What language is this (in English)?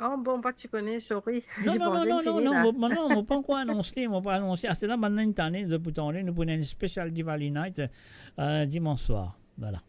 Morisyen